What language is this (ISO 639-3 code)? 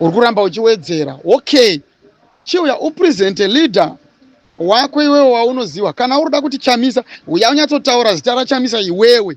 sna